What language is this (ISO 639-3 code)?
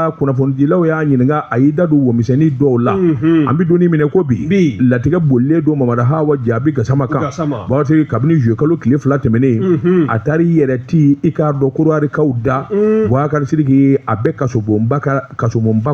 bam